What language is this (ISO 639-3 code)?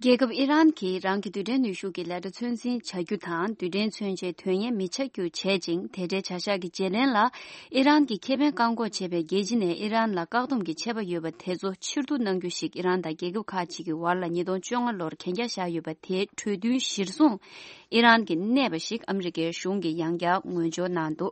bod